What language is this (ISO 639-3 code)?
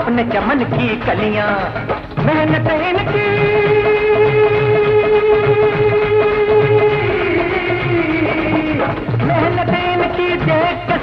hin